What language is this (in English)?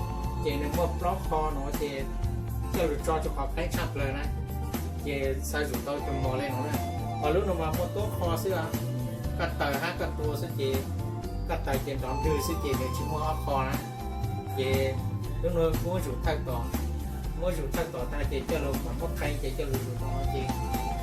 Hmong